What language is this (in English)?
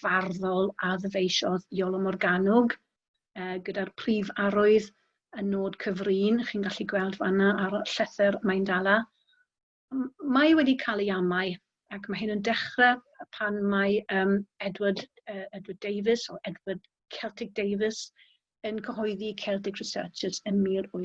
Welsh